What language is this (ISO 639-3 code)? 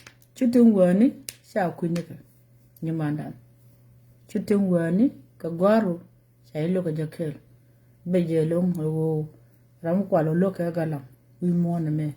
nus